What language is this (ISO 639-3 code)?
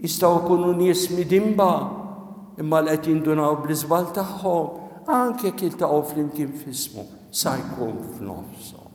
mlt